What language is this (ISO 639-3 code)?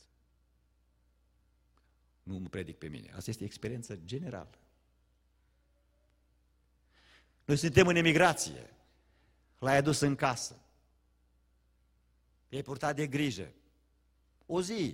ron